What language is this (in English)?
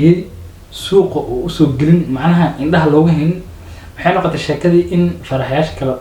Somali